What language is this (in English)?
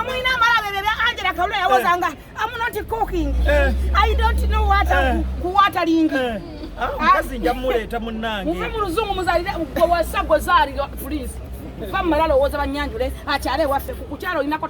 Ganda